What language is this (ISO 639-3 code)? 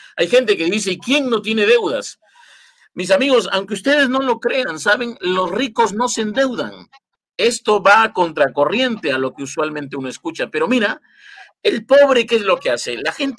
spa